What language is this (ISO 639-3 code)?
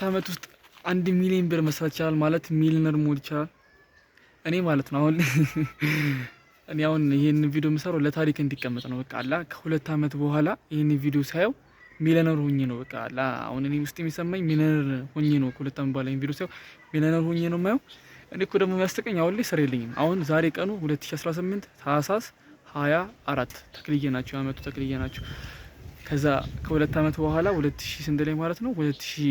amh